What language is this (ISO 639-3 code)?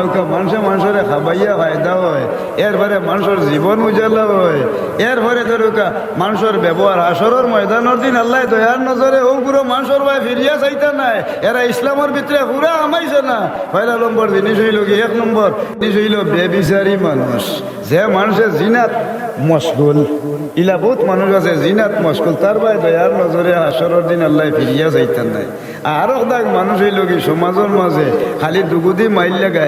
syl